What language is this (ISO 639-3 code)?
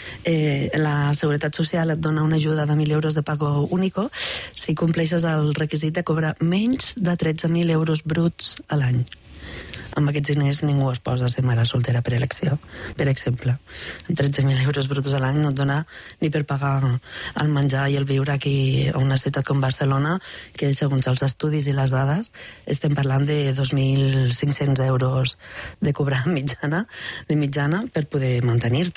cat